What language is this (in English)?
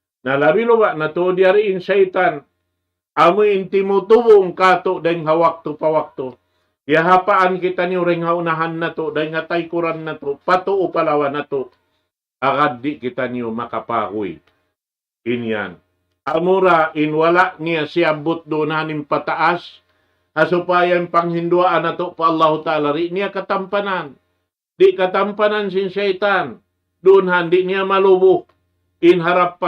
Tausug